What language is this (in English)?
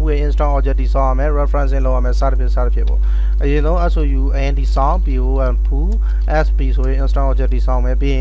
Burmese